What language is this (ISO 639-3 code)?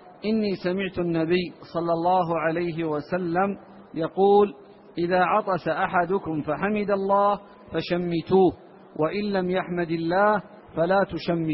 ara